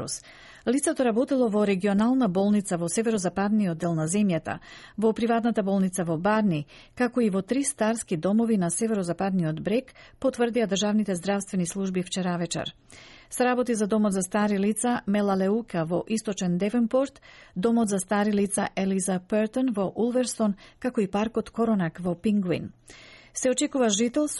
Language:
Macedonian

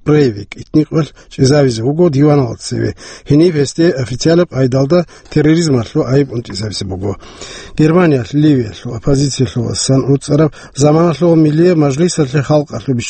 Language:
Avaric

